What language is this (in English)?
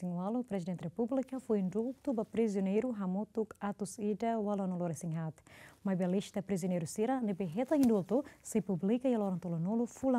Tetum